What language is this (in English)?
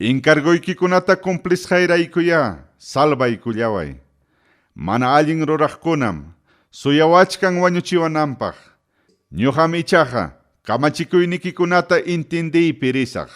Ayacucho Quechua